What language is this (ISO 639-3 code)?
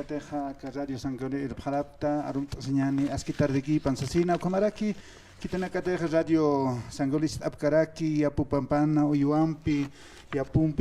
aym